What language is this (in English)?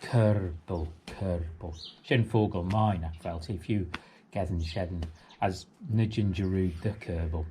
Manx